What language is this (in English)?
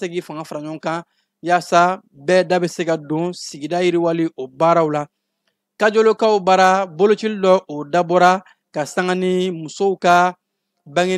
Bambara